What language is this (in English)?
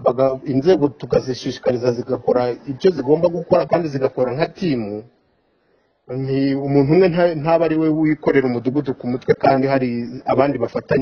Kinyarwanda